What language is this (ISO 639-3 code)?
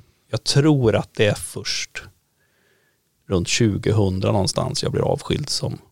swe